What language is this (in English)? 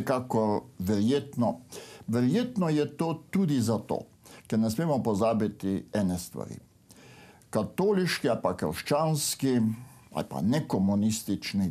Slovenian